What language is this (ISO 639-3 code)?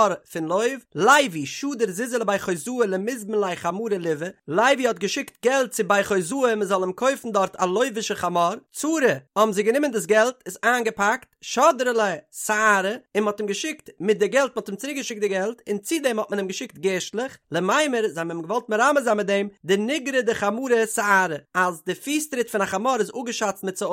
yid